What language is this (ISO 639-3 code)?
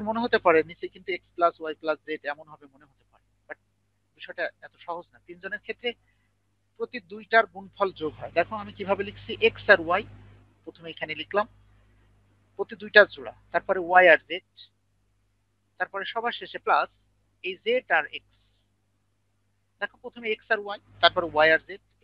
ben